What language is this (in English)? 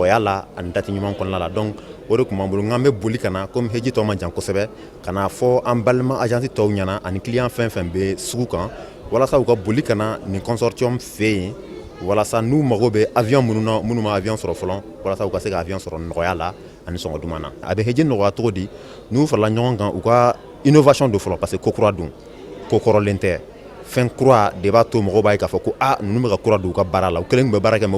Bambara